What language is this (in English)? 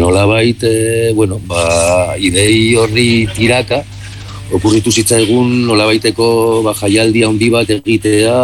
Basque